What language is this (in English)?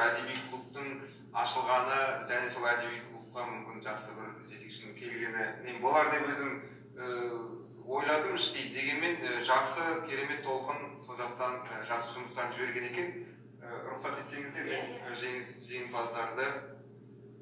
Kazakh